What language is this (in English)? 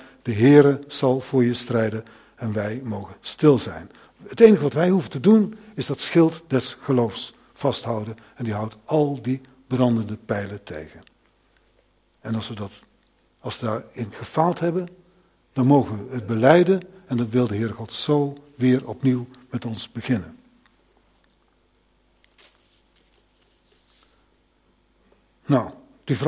Dutch